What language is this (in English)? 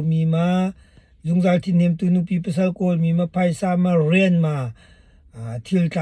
Hakha Chin